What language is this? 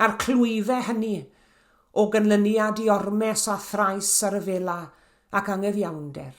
Welsh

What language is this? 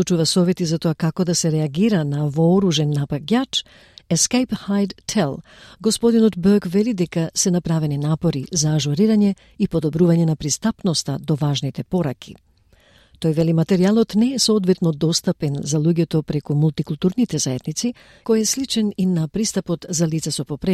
Macedonian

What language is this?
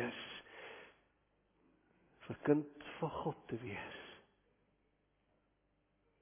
Afrikaans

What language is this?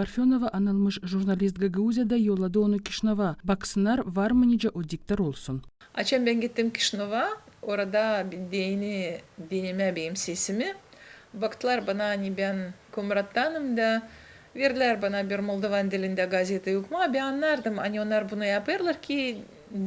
Gagauz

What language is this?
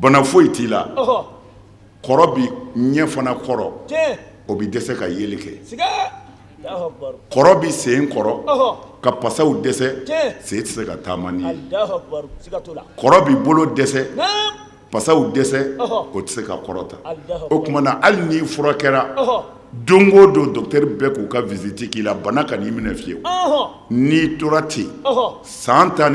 Bambara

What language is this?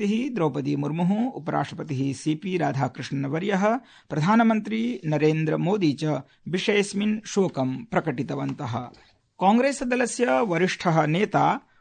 Sanskrit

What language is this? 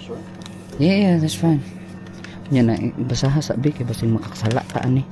Cebuano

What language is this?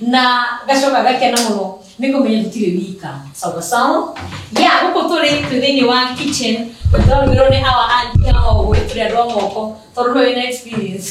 Kikuyu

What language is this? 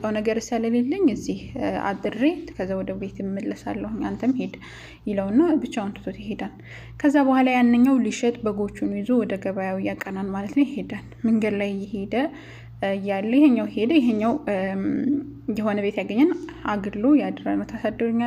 Amharic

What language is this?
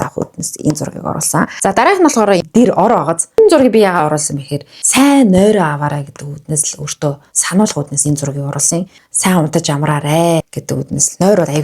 Mongolian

